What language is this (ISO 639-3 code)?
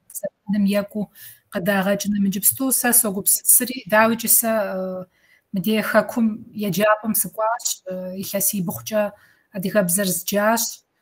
kbd